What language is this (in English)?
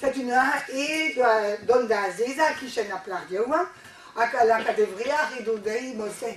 Breton